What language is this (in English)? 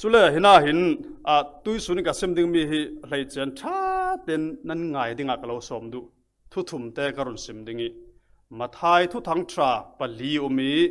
Falam Chin